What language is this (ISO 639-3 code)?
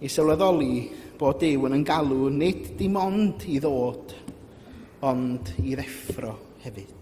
cym